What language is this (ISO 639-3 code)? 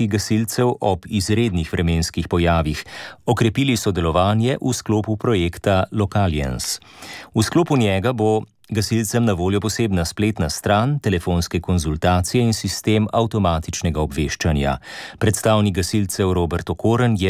slv